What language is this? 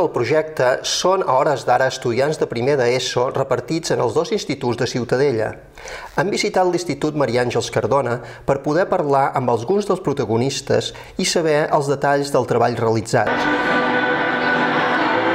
Catalan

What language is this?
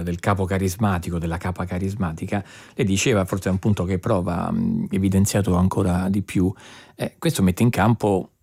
Italian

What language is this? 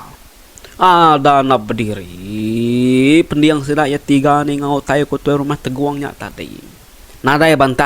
Iban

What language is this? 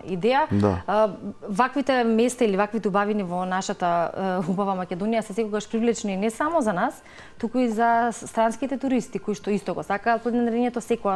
Macedonian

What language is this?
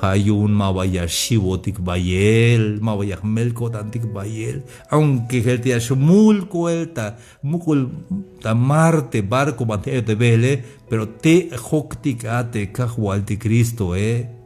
Tzeltal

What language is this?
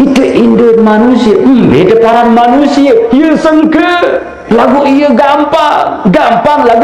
Sasak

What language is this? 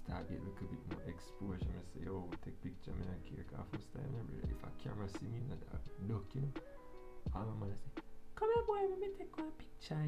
Jamaican Creole English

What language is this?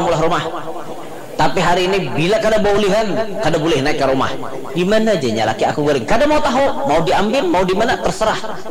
Banjar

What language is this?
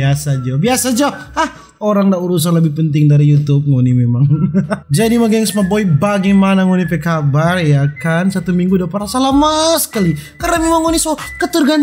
Manado Malay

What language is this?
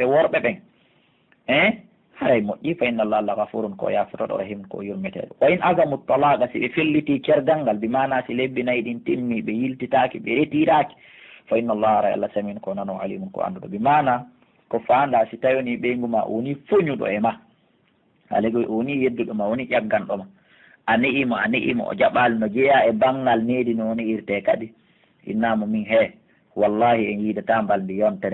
Pular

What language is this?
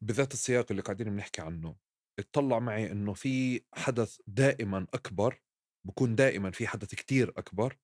North Levantine Arabic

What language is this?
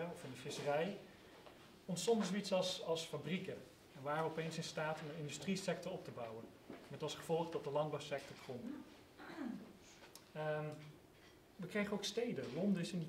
Dutch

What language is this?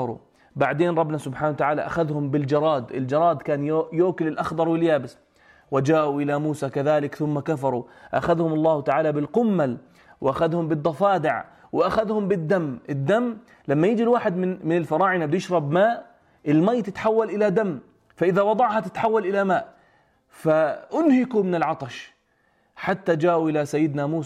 North Levantine Arabic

